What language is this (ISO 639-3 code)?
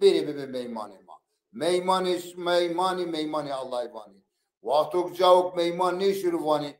zza